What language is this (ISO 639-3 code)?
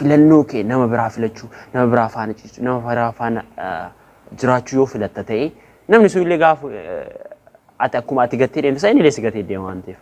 orm